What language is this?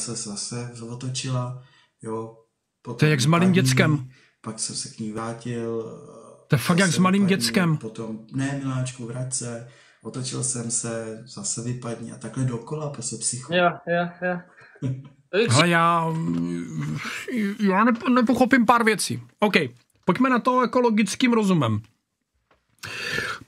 Czech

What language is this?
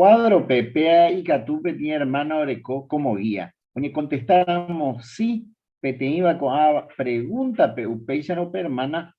Guarani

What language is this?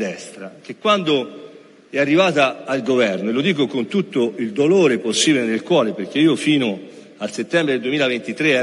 Italian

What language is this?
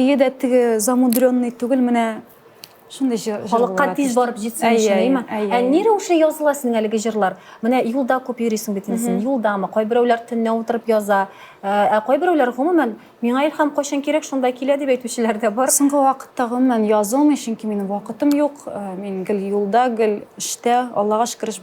Tatar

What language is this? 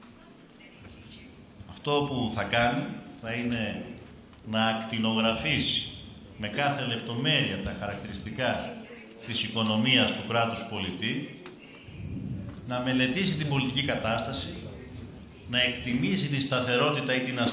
Greek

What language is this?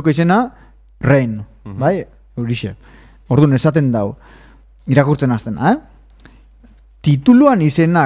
Basque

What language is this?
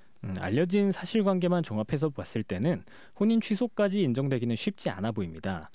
Korean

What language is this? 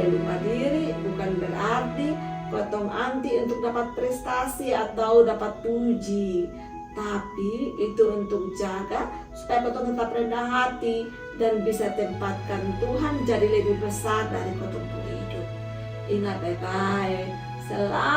Kupang Malay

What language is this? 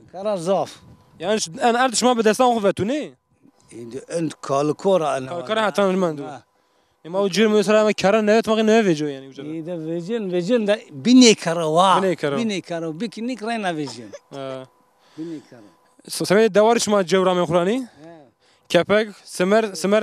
Zaza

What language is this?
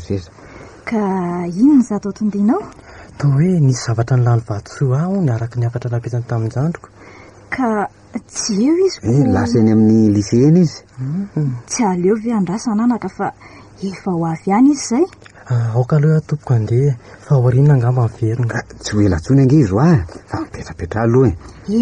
Malagasy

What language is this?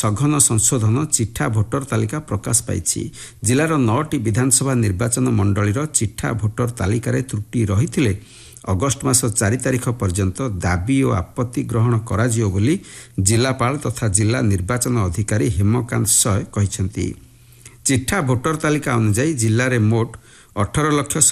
Odia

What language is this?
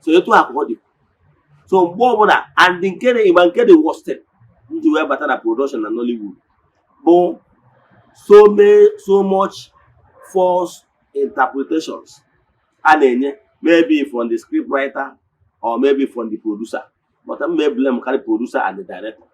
Igbo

